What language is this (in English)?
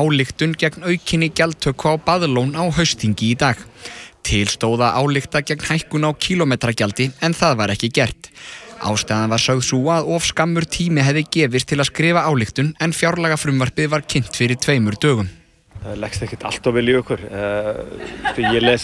Icelandic